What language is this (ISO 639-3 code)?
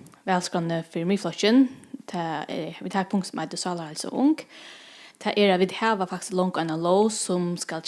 fao